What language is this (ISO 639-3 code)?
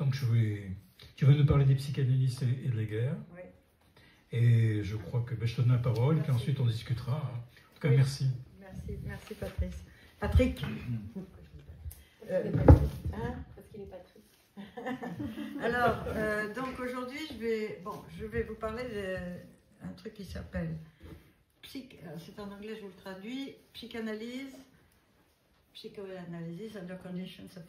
fra